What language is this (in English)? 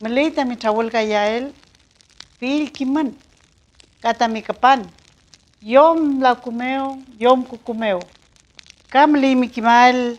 Mapuche